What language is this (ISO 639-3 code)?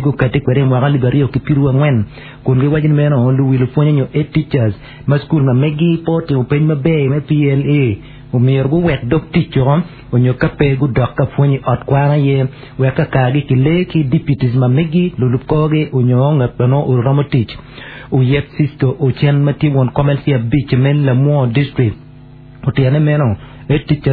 ach